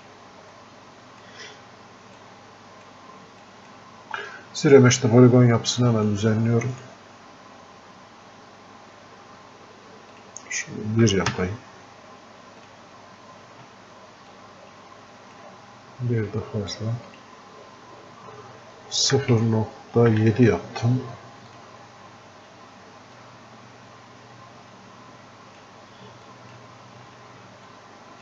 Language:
Turkish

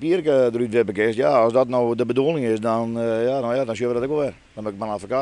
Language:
Western Frisian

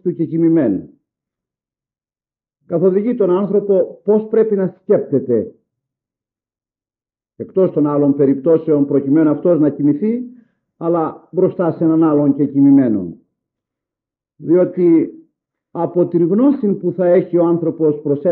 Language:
Greek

